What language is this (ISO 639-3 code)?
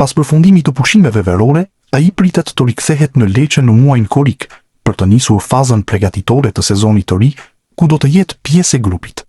sqi